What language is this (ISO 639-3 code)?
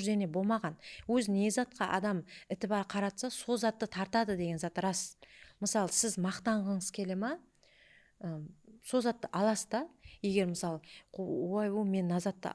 kaa